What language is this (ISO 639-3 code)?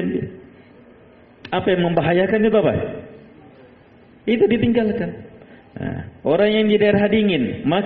ind